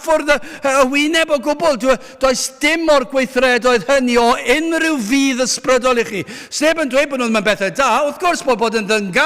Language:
Welsh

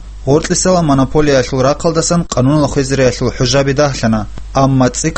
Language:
Avaric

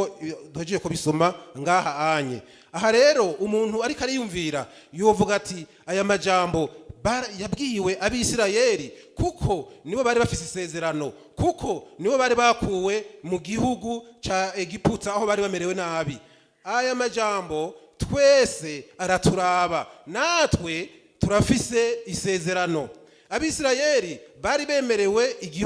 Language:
Rundi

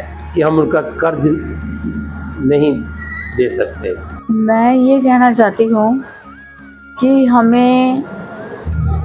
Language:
Hindi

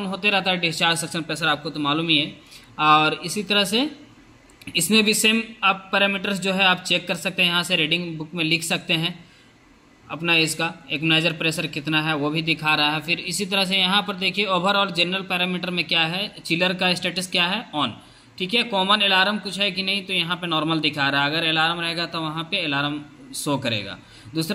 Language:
Hindi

